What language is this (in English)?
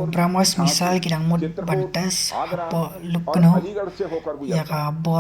Khasi